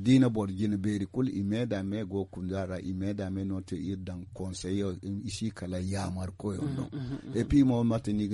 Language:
Zarma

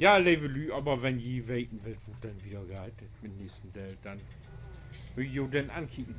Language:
Low German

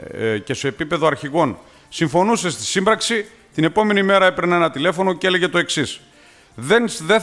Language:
Greek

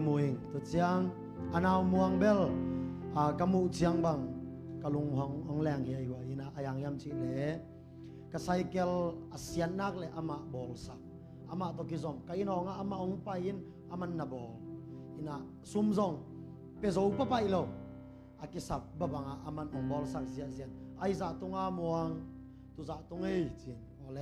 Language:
Tedim Chin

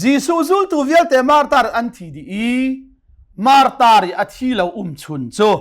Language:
Hakha Chin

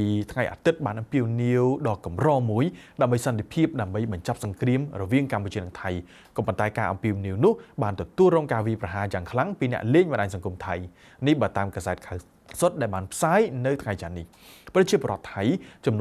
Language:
Khmer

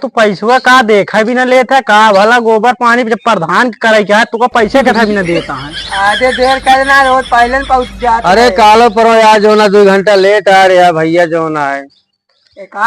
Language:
Awadhi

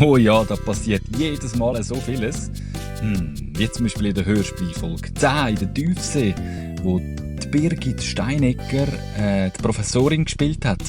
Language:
Swiss German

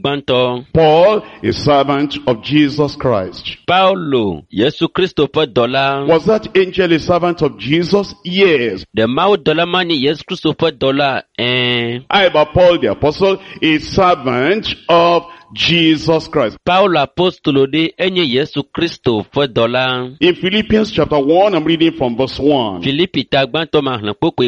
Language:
Ewe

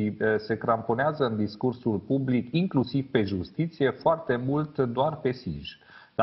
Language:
Romanian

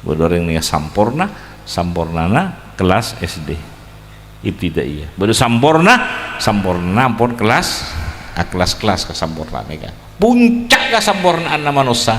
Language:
Madurese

